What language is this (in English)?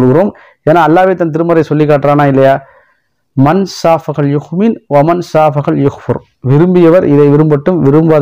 Tamil